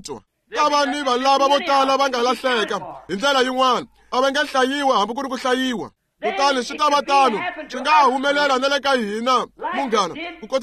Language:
Tsonga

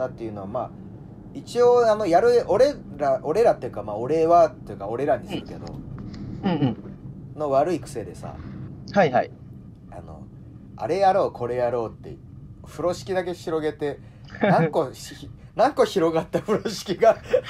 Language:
Japanese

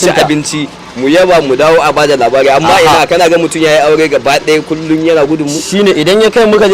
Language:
Hausa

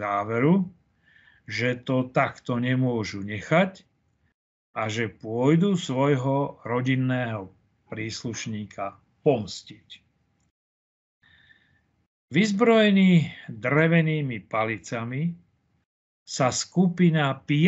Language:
Slovak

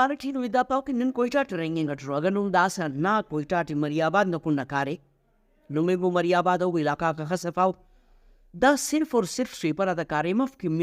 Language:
Brahui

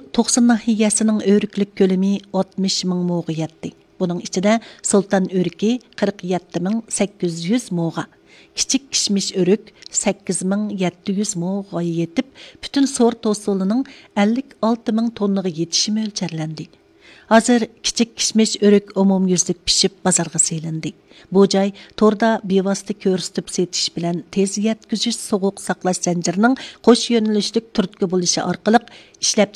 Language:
Uyghur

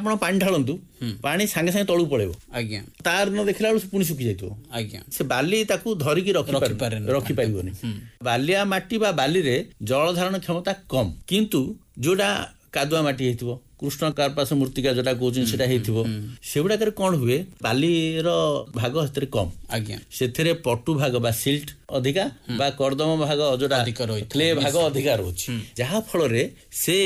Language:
Odia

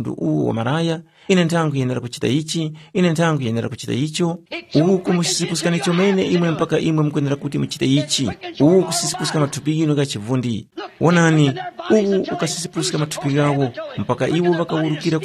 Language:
Tumbuka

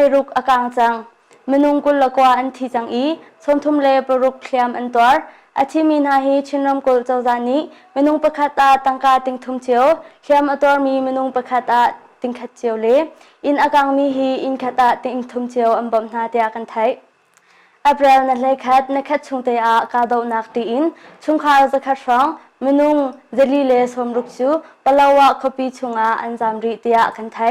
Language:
Hakha Chin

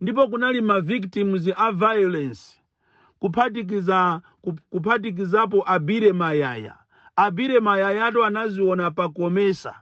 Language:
Nyanja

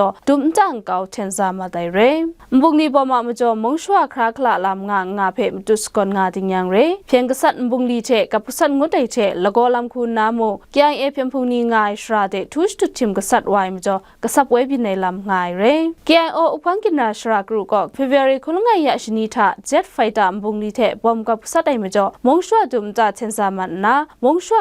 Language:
Kachin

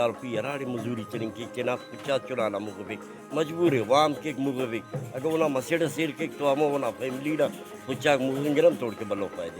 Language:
Brahui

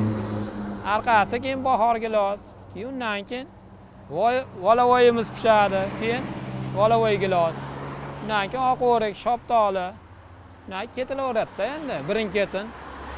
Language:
Uzbek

